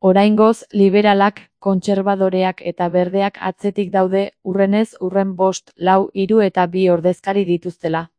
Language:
Basque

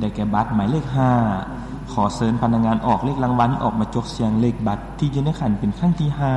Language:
Lao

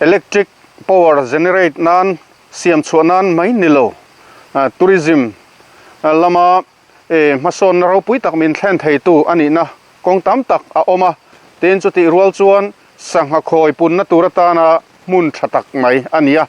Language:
Mizo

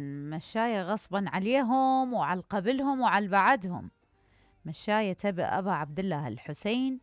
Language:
Mesopotamian Arabic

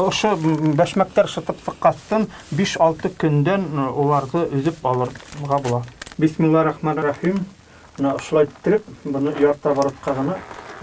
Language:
Bashkir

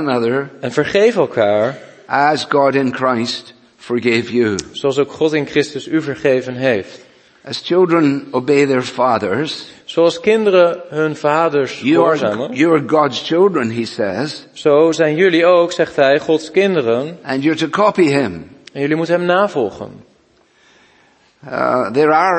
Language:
Dutch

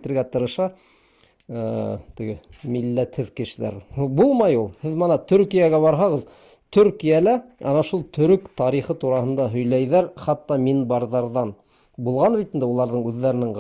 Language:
Bashkir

